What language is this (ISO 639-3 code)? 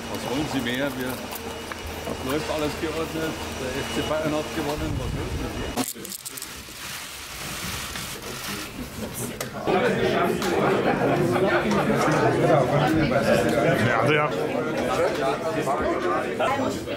deu